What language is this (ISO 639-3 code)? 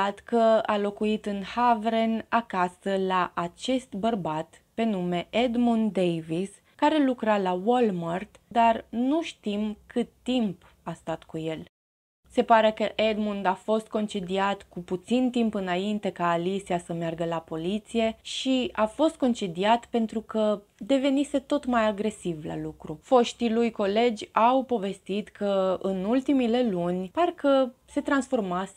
ron